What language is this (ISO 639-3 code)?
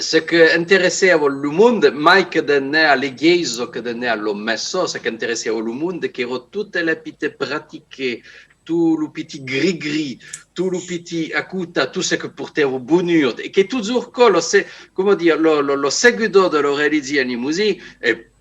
oci